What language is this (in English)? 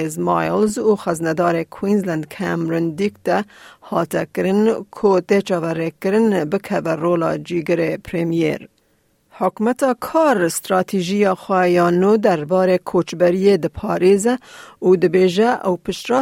Kurdish